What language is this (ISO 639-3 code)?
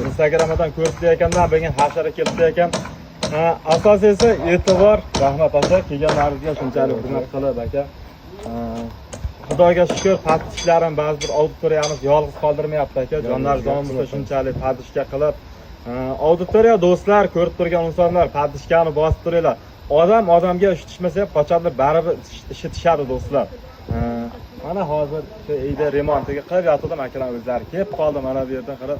uzb